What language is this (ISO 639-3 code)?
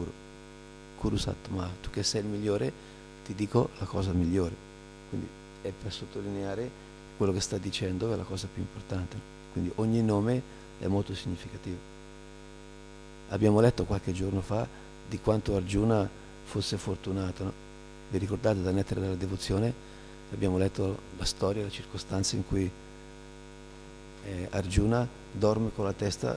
ita